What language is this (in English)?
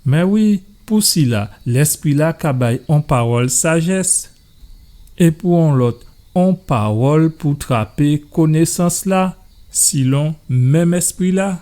Guadeloupean Creole French